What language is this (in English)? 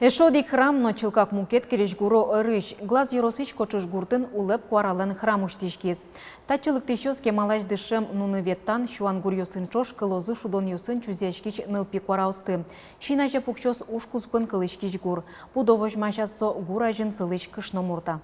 Udmurt